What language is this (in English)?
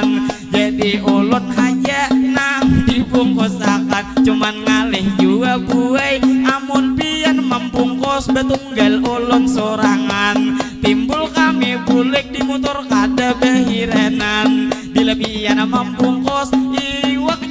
Banjar